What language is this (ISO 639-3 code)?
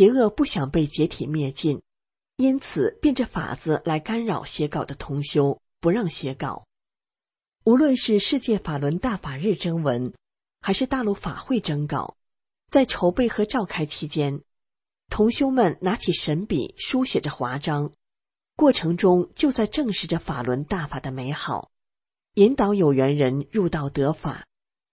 zho